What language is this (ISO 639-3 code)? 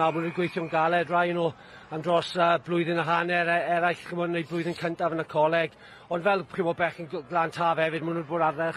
cym